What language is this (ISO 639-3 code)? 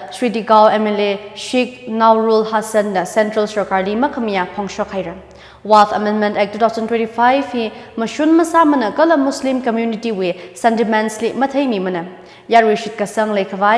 nmf